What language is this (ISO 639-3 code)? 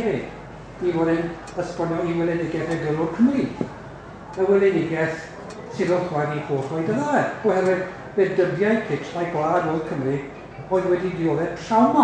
cym